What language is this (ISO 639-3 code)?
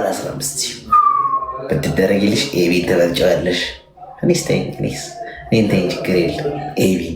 amh